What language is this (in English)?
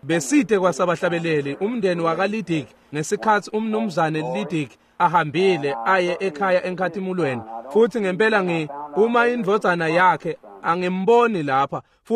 Swati